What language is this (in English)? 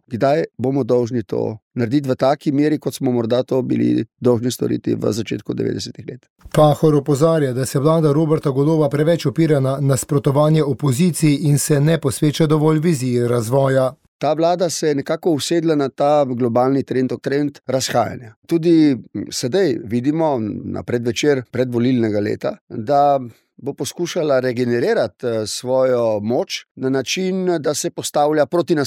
Slovenian